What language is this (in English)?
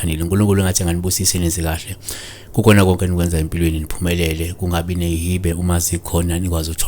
Zulu